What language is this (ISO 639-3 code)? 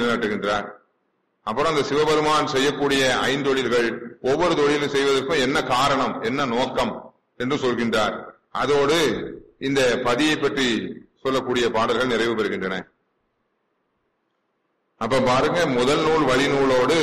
tam